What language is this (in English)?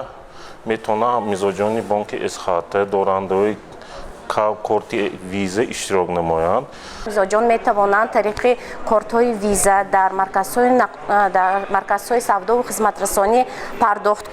Tajik